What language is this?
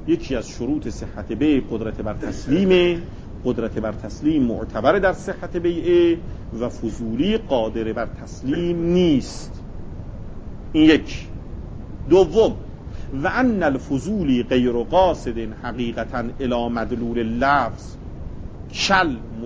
Persian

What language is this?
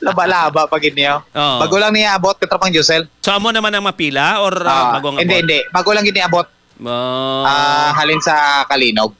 Hiligaynon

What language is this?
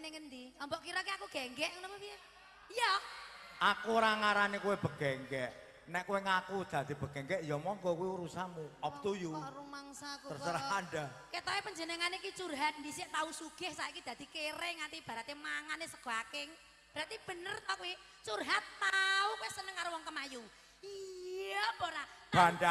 Javanese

